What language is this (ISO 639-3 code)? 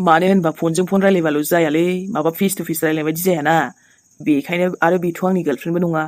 brx